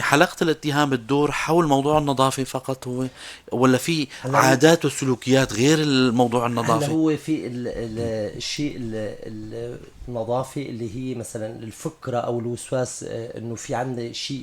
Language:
North Levantine Arabic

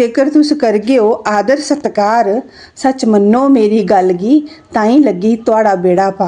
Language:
Dogri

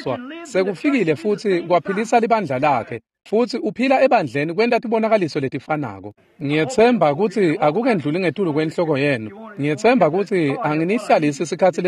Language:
Swati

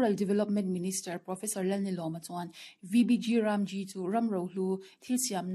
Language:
Mizo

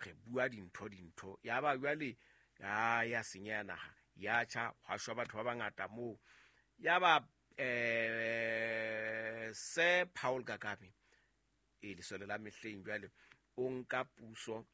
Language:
Southern Sotho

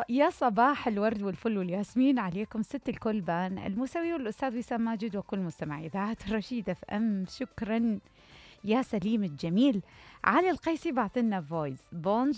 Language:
Mesopotamian Arabic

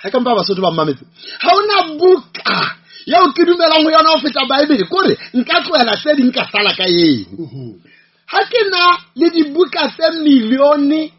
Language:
Southern Sotho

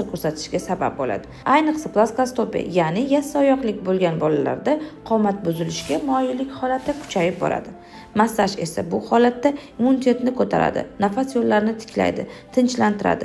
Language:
Uzbek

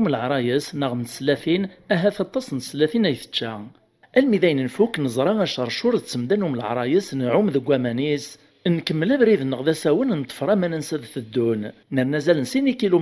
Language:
Kabyle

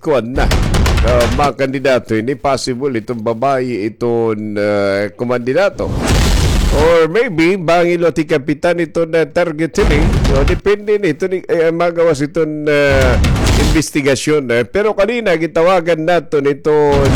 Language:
Waray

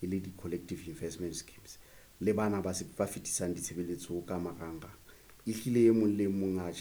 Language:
Southern Sotho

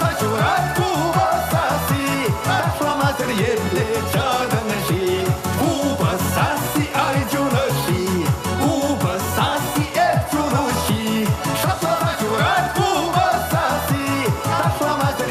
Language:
Chuvash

